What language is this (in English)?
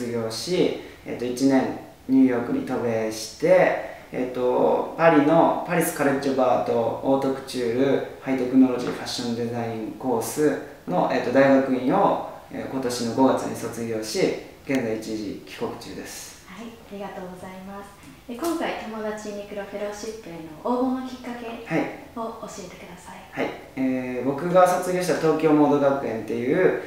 Japanese